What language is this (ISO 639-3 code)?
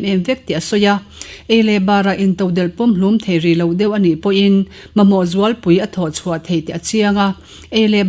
lus